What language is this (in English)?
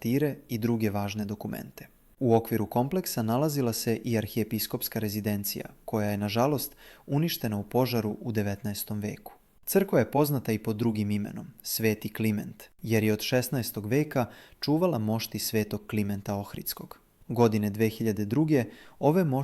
Macedonian